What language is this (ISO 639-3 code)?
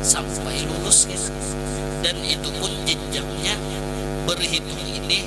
bjn